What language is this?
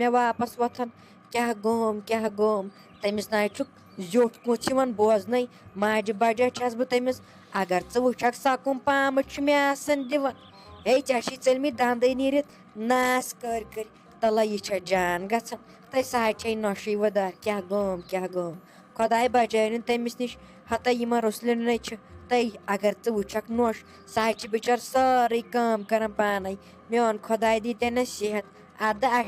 Kashmiri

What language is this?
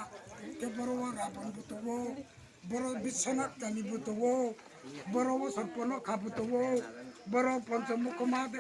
Riang (India)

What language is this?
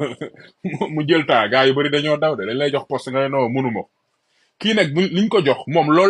Wolof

